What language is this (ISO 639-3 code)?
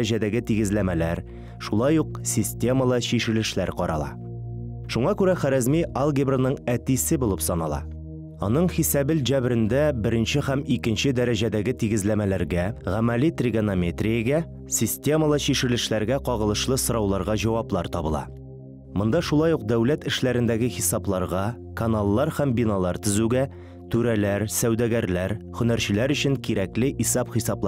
tat